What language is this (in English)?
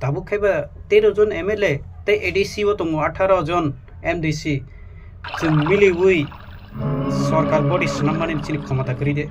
Kok Borok